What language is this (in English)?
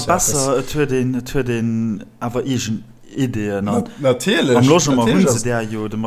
Luxembourgish